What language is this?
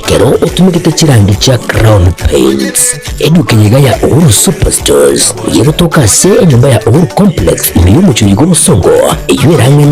Gusii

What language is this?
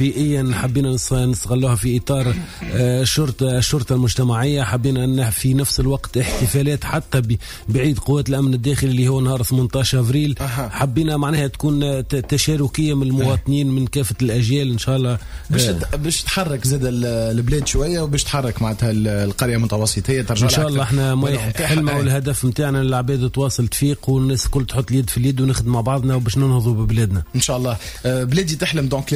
Tunisian Arabic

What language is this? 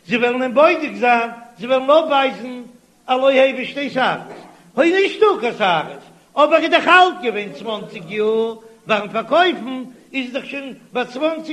Yiddish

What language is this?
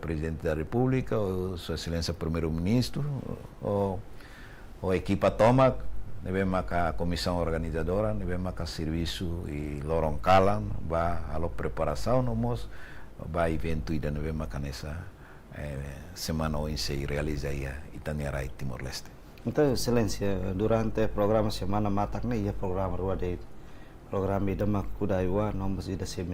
Tetum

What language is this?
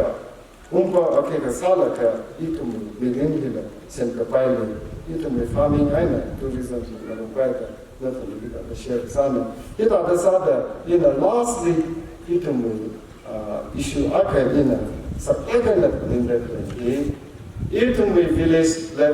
Tangkhul Naga (India)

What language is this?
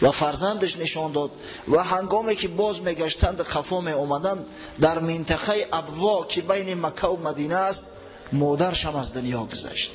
Tajik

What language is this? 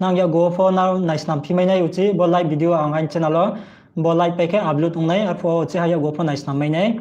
Riang (India)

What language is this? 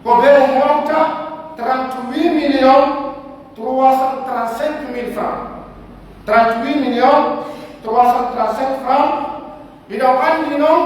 Pular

